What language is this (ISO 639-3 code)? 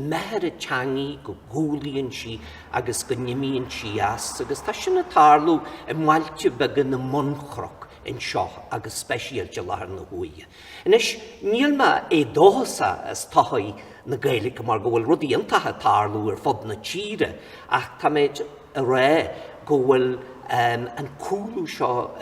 gle